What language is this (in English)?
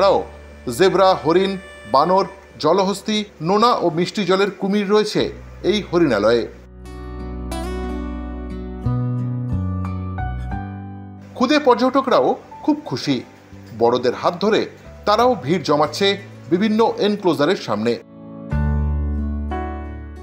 Bangla